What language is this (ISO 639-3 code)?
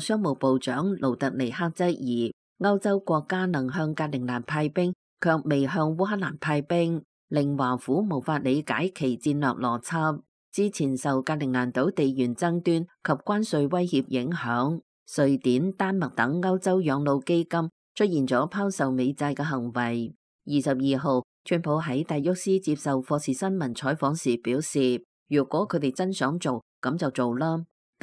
yue